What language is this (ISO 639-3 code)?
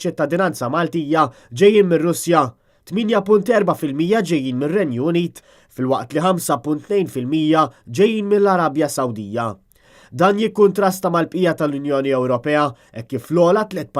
mlt